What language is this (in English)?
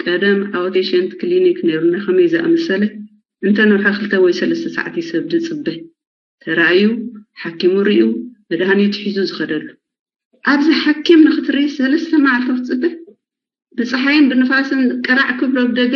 Tigrinya